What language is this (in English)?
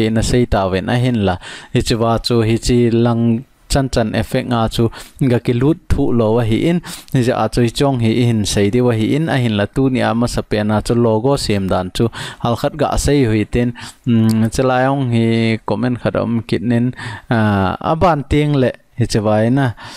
Thado Chin